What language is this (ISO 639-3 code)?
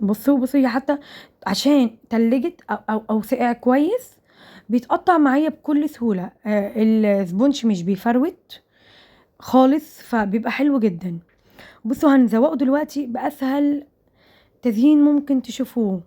arz